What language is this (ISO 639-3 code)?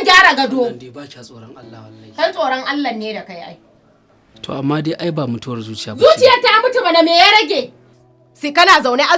hau